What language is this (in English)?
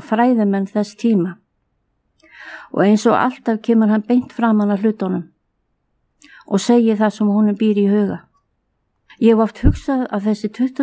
Icelandic